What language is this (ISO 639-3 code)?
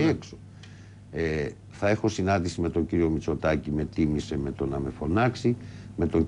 ell